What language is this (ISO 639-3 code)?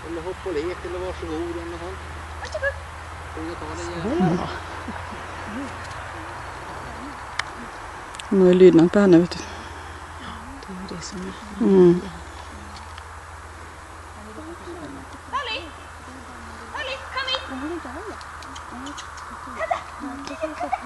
swe